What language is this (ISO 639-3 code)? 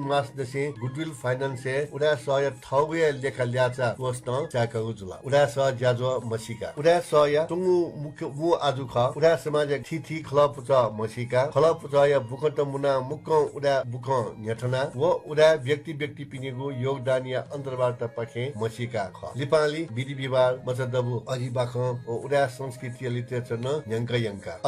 new